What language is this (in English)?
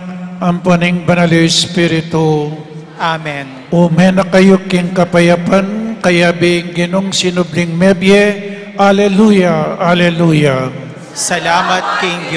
Pampanga